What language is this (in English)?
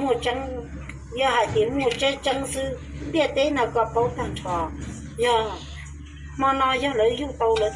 Hmong